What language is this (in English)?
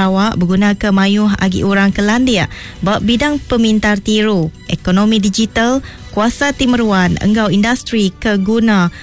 Iban